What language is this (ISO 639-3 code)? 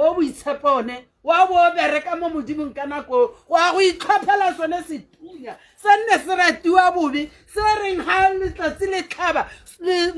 tsn